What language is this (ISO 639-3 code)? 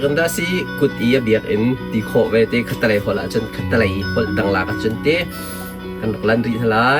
cnh